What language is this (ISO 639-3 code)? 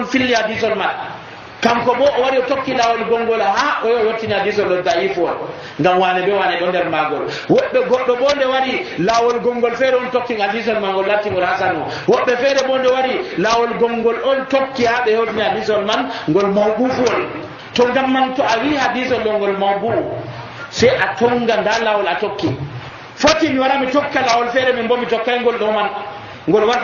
fuv